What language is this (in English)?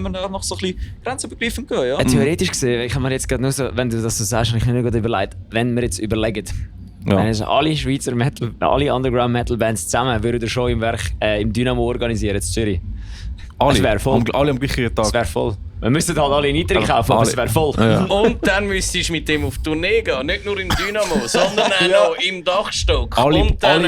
Swiss German